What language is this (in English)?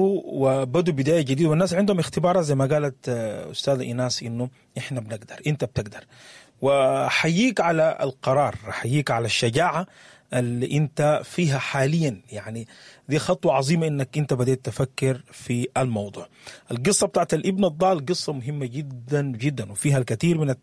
Sudanese Arabic